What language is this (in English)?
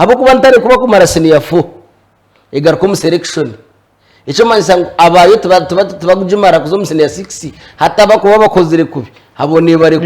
Nyankole